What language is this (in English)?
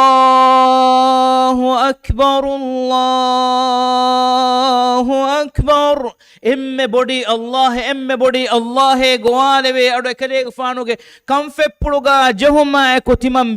Divehi